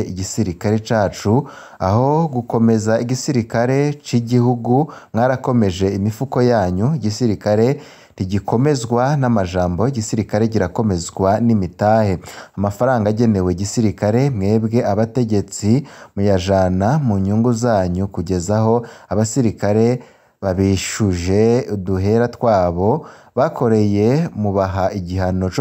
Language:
Rundi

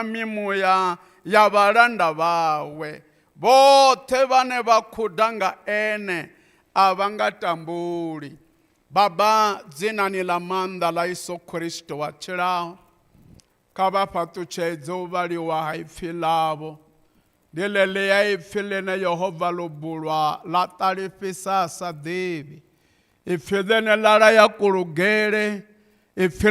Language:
Venda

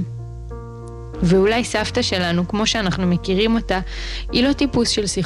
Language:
Hebrew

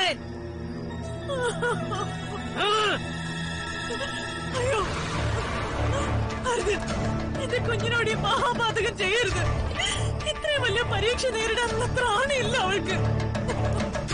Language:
Malayalam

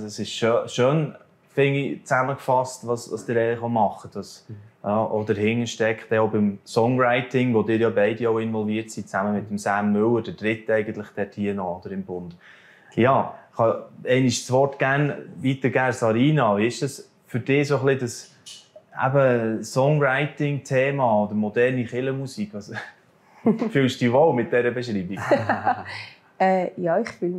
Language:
Swiss German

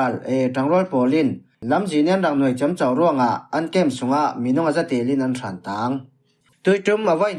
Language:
Falam Chin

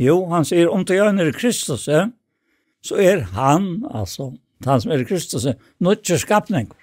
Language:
Faroese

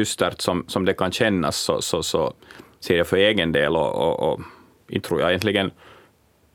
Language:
Swedish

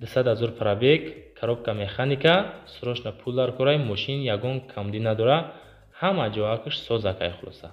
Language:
Tajik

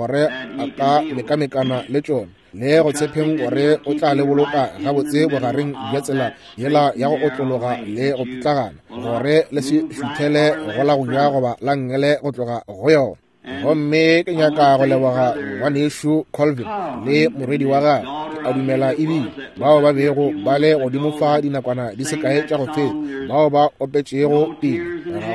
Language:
Northern Sotho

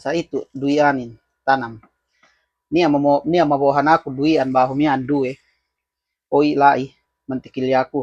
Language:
Yakan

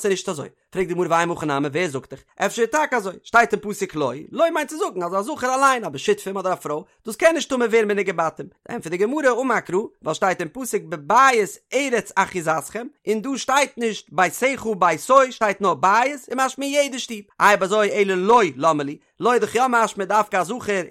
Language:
Yiddish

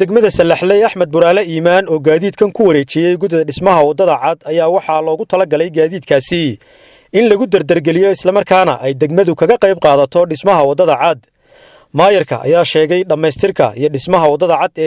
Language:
Somali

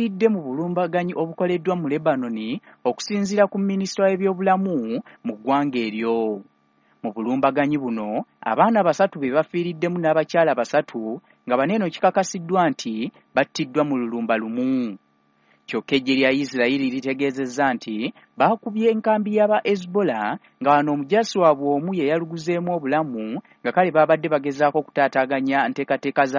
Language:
Ganda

